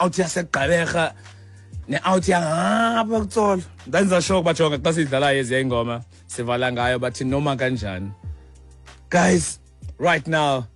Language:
Xhosa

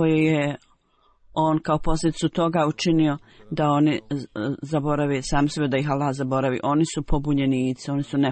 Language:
Bosnian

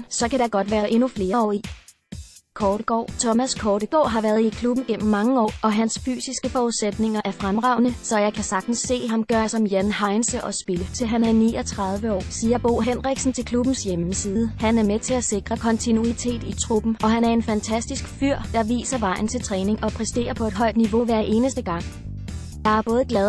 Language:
Danish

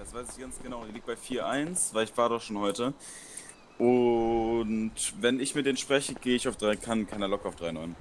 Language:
Swiss German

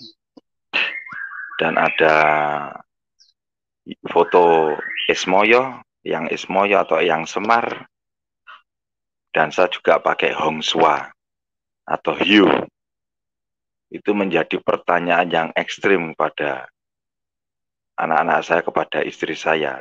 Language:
Indonesian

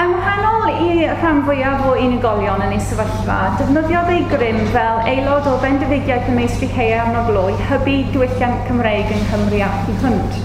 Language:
Welsh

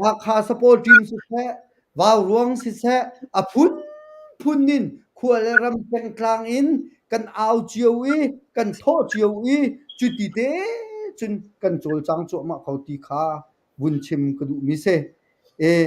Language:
Hakha Chin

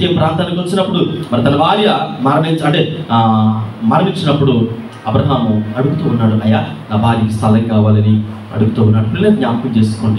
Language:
Telugu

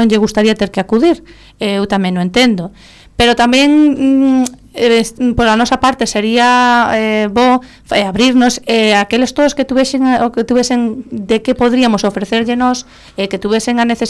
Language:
Galician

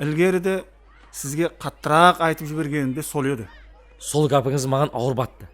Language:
Kara-Kalpak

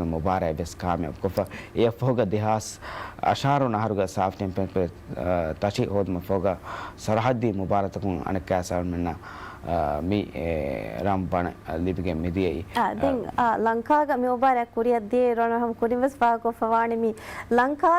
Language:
Divehi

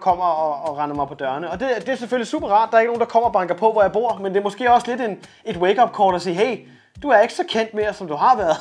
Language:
Danish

